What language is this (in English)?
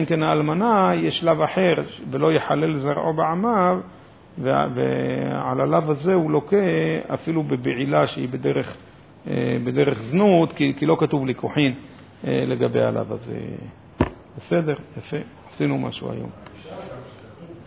Hebrew